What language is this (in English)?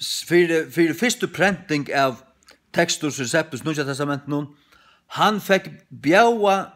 Faroese